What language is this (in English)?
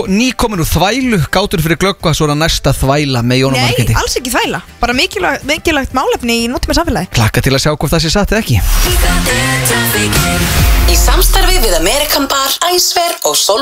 Icelandic